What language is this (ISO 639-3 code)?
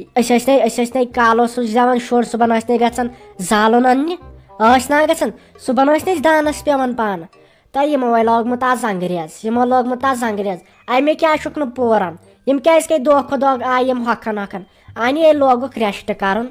kas